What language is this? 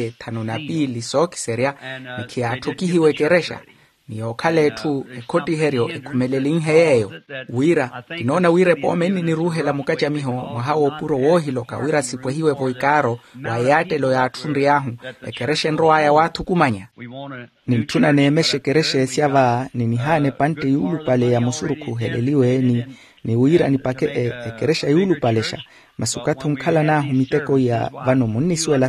Makhuwa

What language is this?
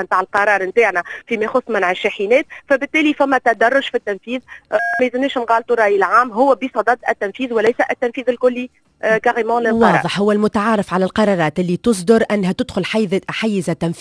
Tunisian Arabic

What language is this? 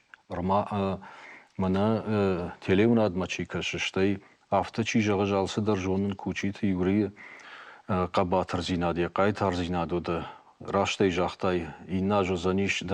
Ossetic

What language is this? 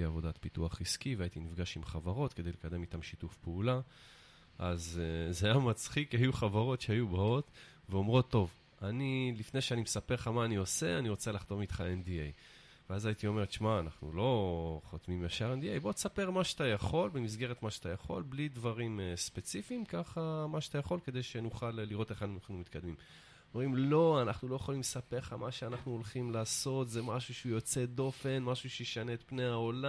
Hebrew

